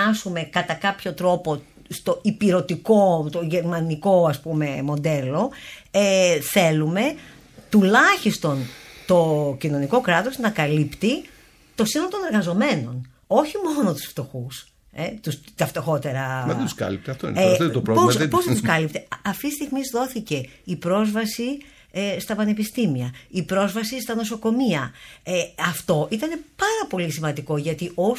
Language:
Greek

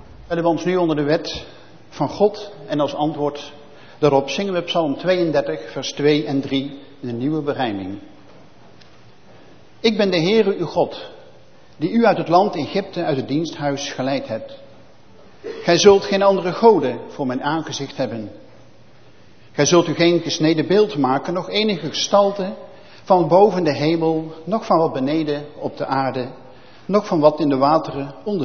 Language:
Dutch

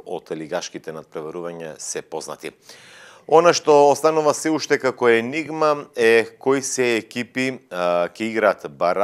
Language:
Macedonian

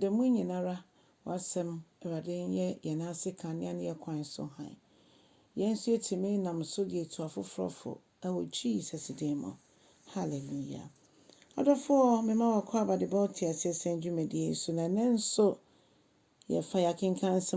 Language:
Akan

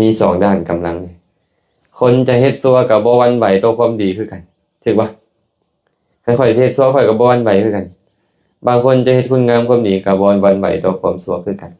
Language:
Lao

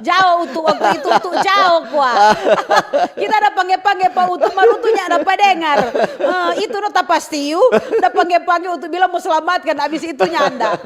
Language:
Manado Malay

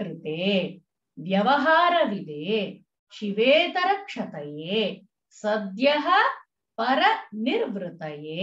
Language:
Sanskrit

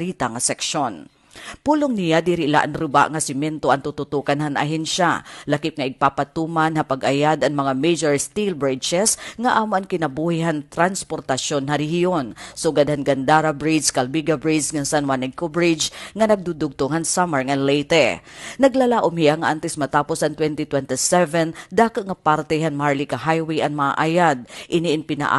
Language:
Waray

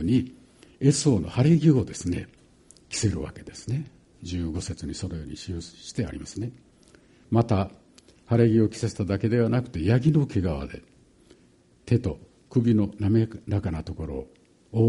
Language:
Japanese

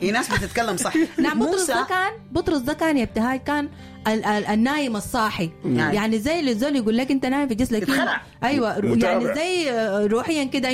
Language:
Sudanese Arabic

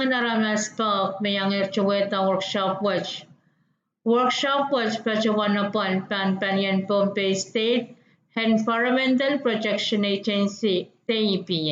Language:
Pohnpeian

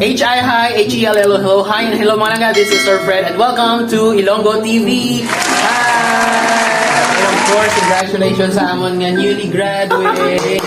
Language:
Hiligaynon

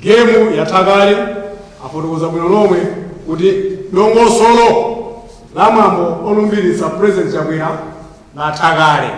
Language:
Nyanja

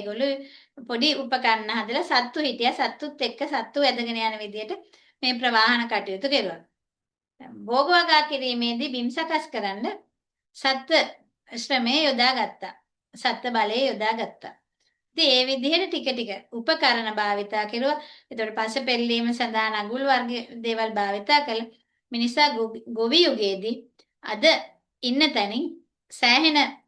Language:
Sinhala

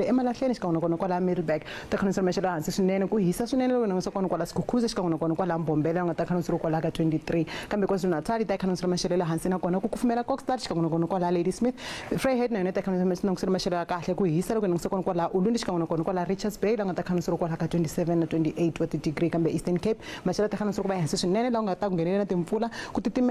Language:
Tsonga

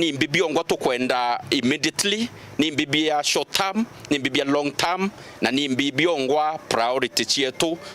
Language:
Meru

